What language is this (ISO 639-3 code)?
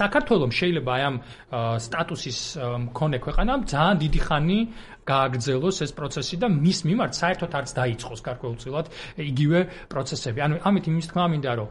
kat